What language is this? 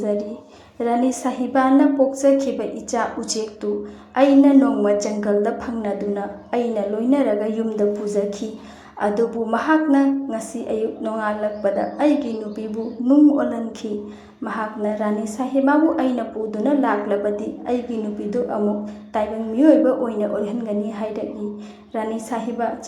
Manipuri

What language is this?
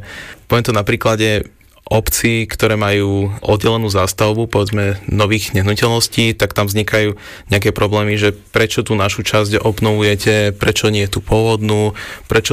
Slovak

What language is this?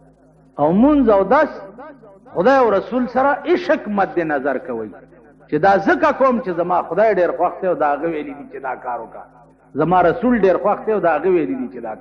Pashto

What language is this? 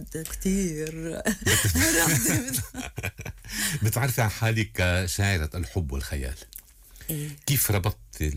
North Levantine Arabic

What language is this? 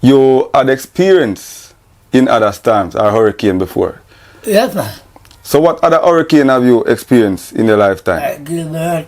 Jamaican Creole English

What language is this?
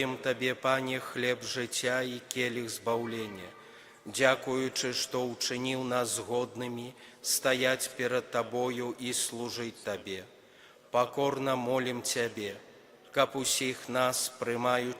Belarusian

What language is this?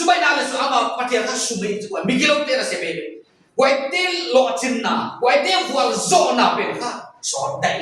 Paite Chin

